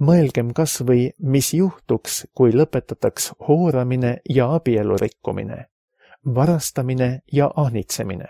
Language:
Estonian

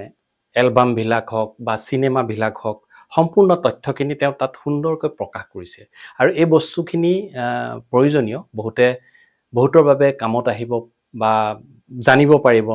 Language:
Assamese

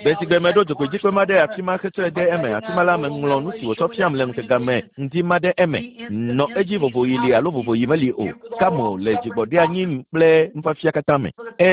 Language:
Ewe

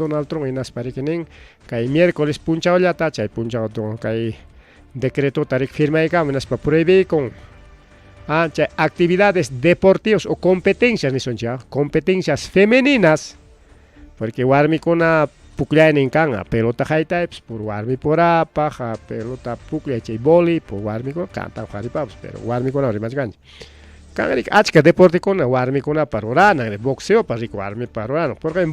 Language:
Ayacucho Quechua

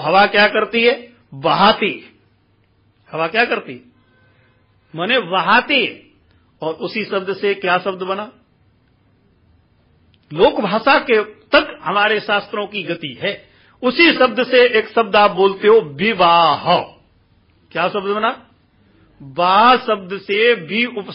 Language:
Hindi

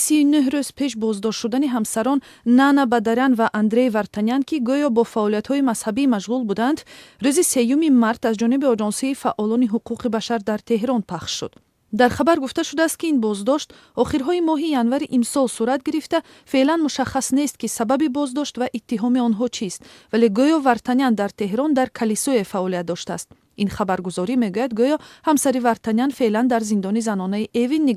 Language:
Tajik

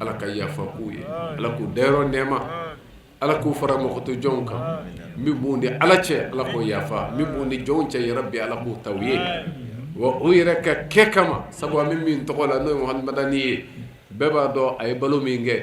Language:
Bambara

